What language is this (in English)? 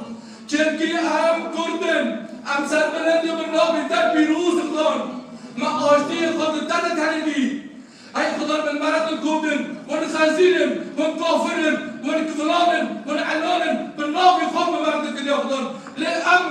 Kurdish